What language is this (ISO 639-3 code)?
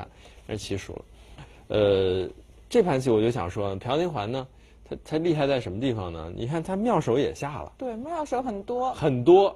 zho